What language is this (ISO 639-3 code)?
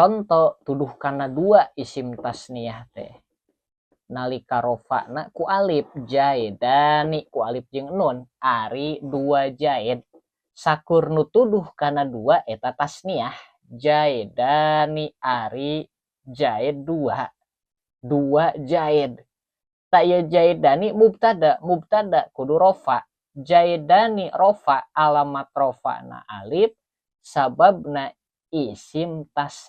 sun